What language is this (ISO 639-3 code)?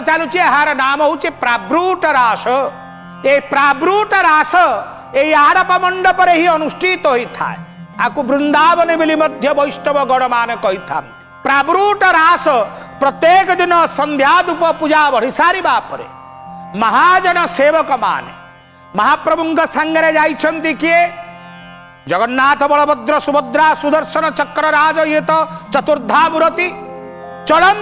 ori